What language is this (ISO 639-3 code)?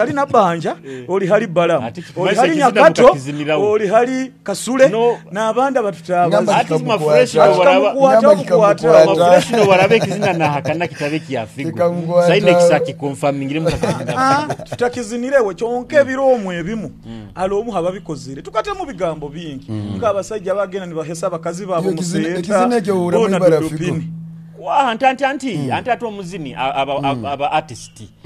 nyo